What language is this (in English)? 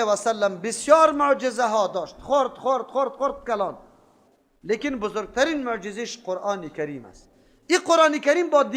Persian